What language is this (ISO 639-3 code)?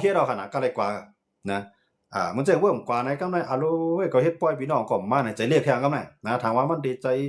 shn